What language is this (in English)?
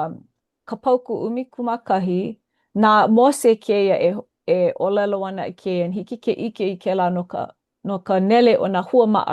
Hawaiian